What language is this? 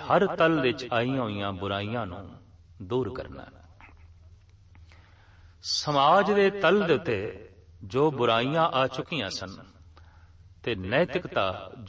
Punjabi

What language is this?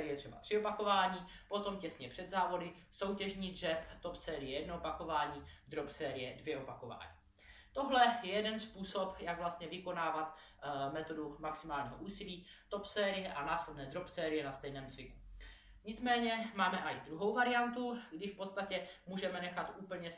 Czech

